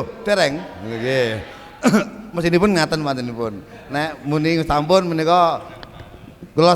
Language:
Javanese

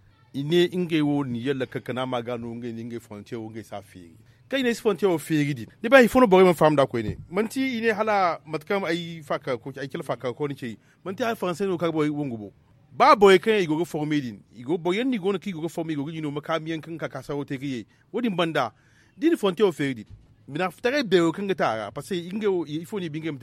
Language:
Zarma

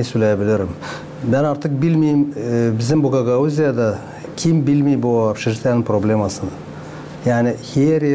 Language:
Gagauz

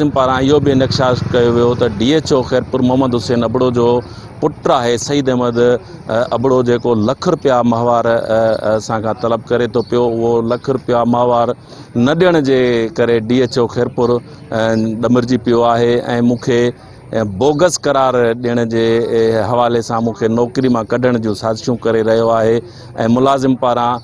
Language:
Sindhi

